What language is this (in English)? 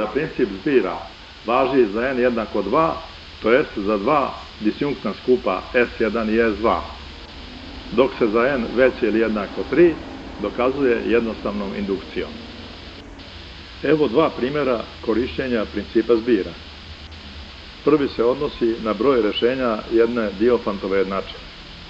Serbian